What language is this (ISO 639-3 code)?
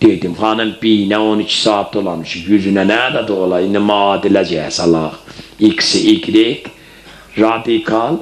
azb